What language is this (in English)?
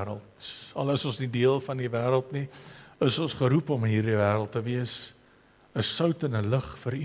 Afrikaans